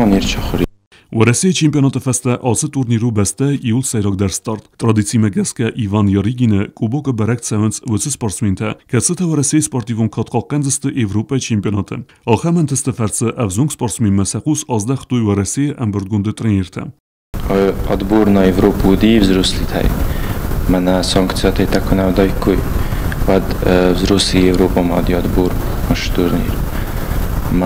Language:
Ossetic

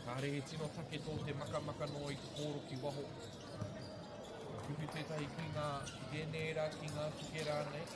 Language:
Māori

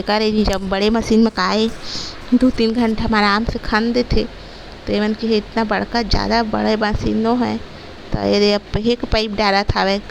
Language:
Chhattisgarhi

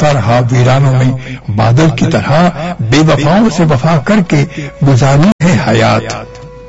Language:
Urdu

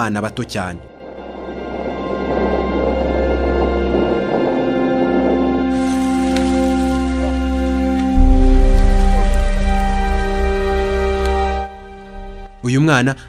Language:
Kinyarwanda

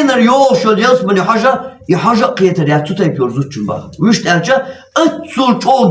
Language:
Chechen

